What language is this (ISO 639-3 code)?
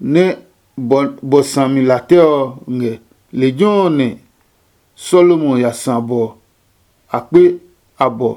ada